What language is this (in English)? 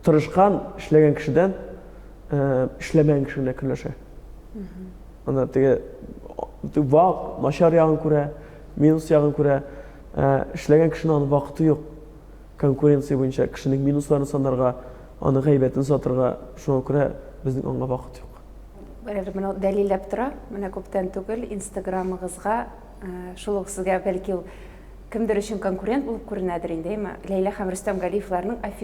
Tatar